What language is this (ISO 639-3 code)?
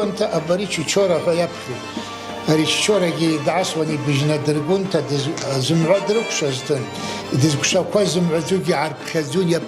abk